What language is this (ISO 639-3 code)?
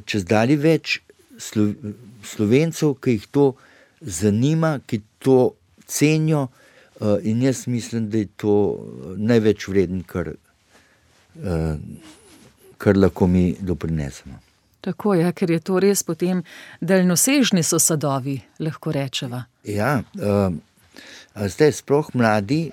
slv